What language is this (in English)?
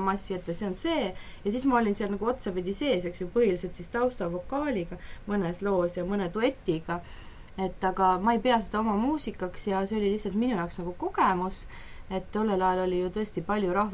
Estonian